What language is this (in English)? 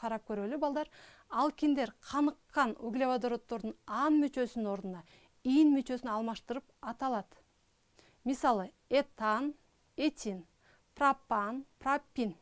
Kyrgyz